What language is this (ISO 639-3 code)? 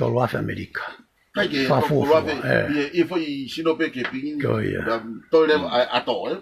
ton